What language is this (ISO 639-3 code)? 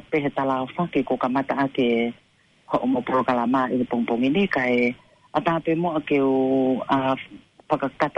ton